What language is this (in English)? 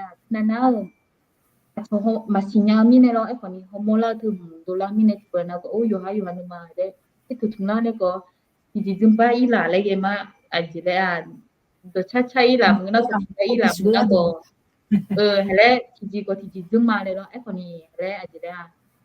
Akha